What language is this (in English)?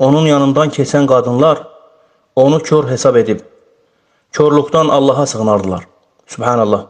Azerbaijani